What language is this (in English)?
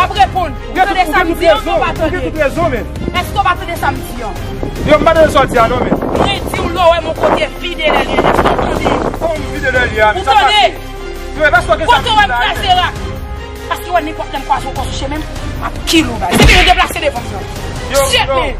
Haitian Creole